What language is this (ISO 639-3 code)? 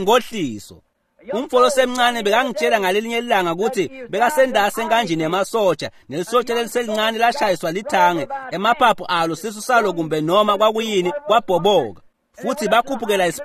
ssw